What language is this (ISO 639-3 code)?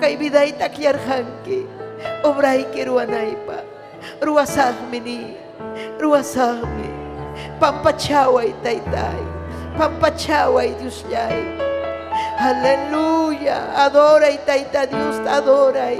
quy